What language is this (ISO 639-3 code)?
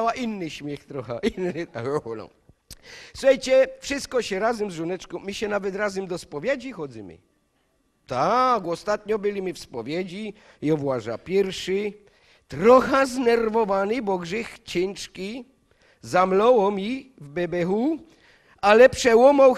szl